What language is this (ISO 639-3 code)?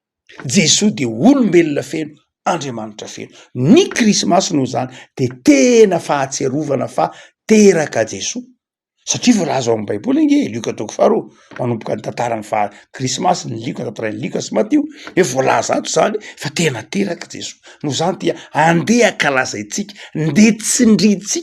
mlg